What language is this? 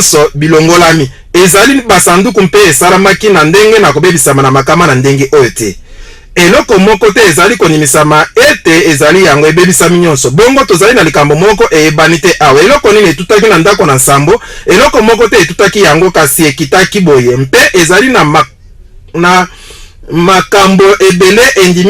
Lingala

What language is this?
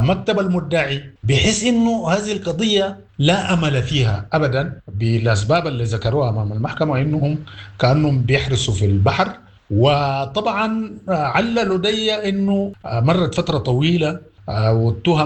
Sudanese Arabic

